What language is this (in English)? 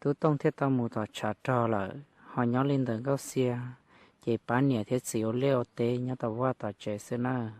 Hmong